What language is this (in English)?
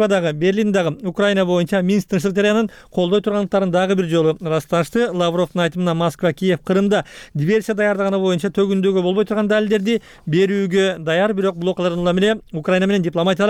Kyrgyz